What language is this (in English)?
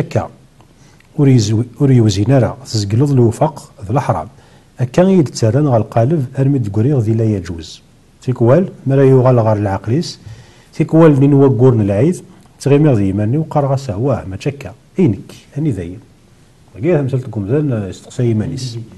Kabyle